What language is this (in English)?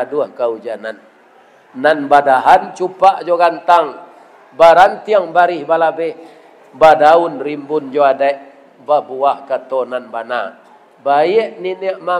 Minangkabau